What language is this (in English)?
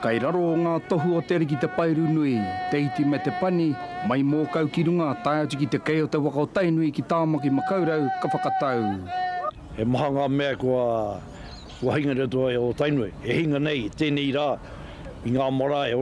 Māori